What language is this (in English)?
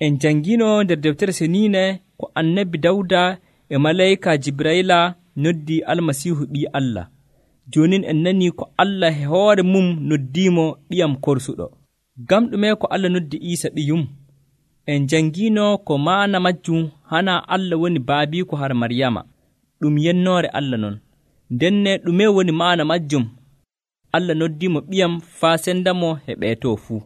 Nigerian Fulfulde